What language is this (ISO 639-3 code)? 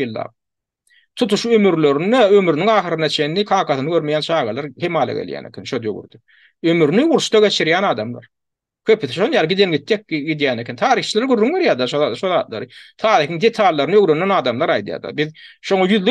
tuk